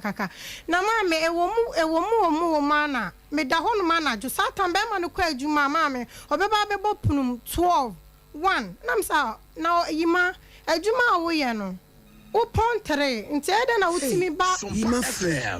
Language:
Akan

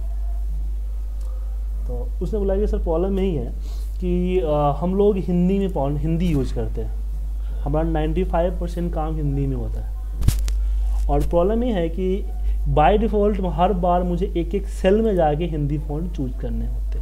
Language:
Hindi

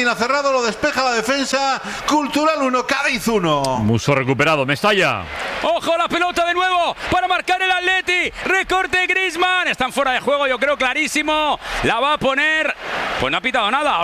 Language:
Spanish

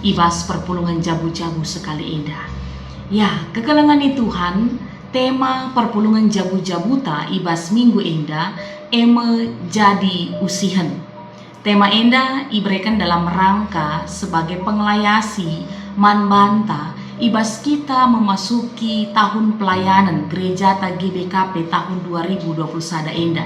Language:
Batak Karo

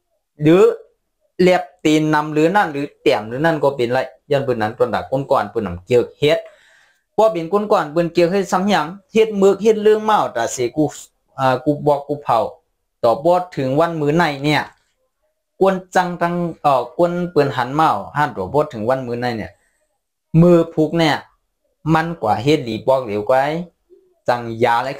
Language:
Shan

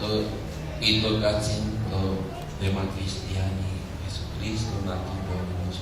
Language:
Nahuatl languages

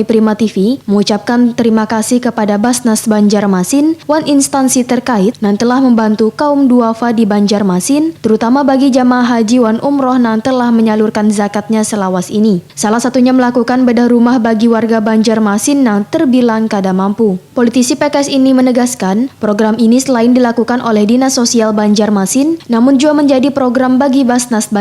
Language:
Banjar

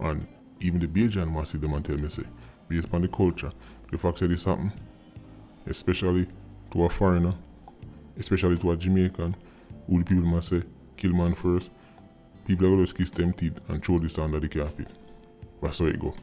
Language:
Jamaican Creole English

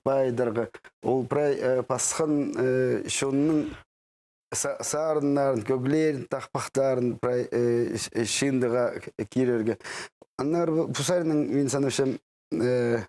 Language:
Khakas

